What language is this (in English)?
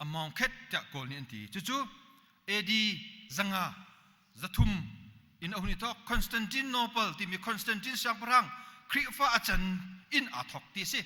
Hakha Chin